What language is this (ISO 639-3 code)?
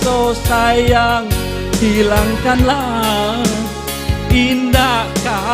min